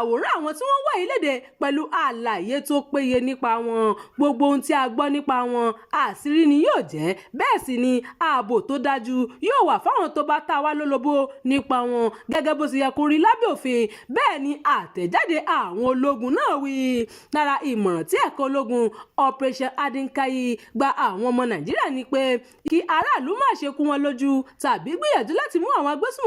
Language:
Yoruba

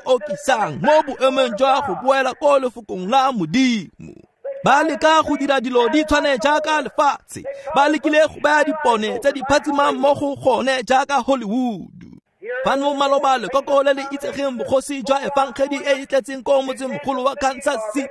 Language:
Tswana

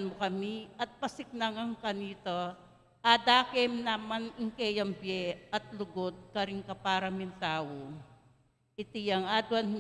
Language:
Pampanga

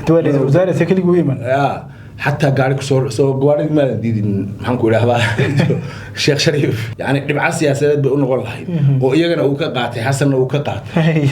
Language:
Somali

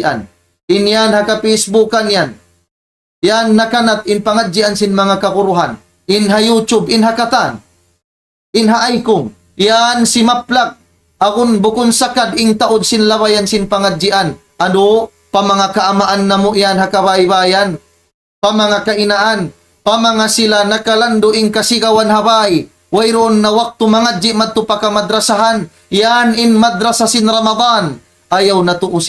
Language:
Tausug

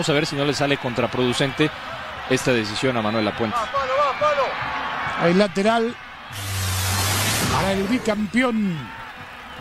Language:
Spanish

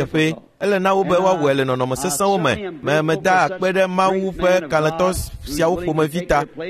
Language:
Ewe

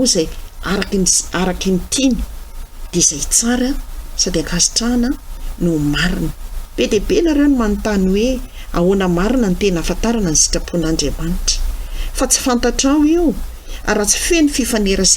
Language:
Malagasy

